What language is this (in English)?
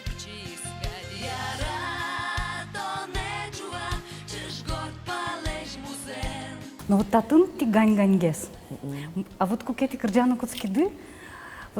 Udmurt